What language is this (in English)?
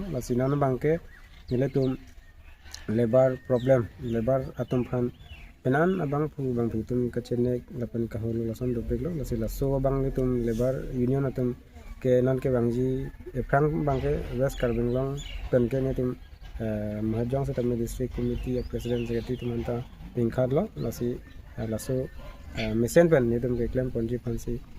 Karbi